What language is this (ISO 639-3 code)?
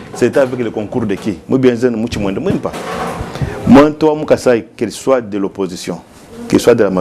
lua